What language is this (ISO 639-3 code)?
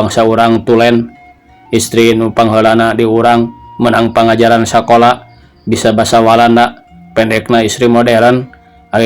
sun